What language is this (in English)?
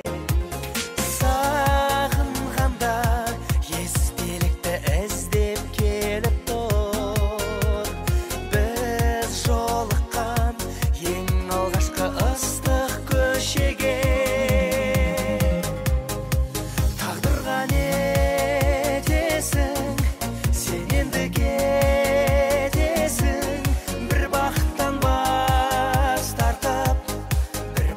Kazakh